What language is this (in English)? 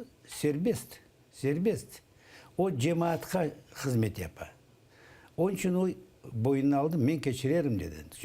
Crimean Tatar